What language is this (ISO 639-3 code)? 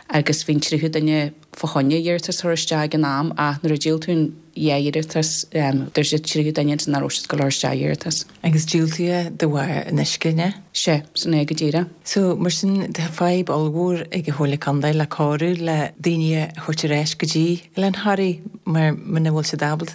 gle